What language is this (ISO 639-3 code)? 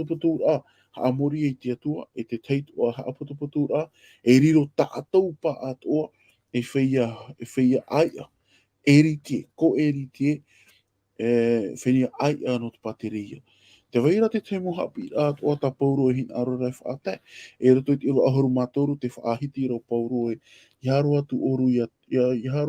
tah